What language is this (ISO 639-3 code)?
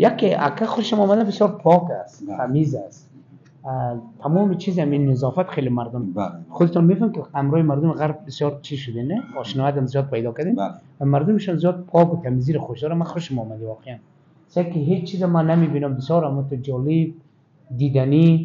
fas